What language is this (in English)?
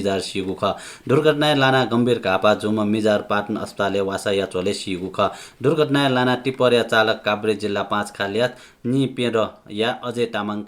Newari